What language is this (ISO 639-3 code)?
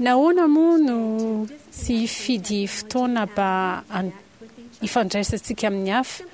mlg